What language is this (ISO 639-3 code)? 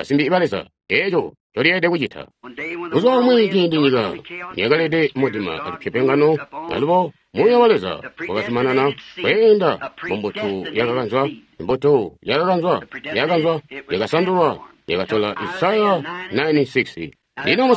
toi